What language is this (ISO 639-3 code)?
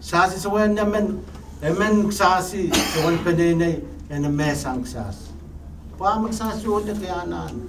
pon